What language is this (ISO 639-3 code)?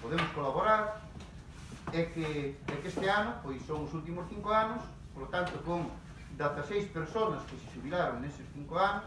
glg